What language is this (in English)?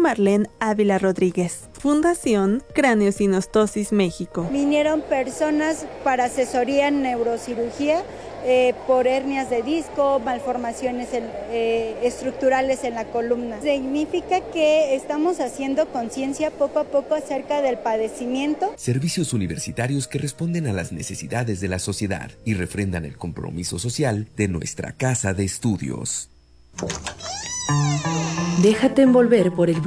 Spanish